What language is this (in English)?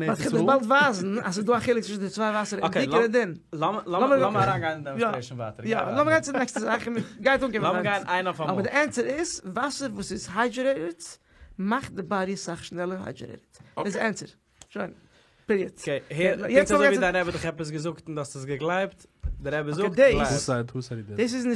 Yiddish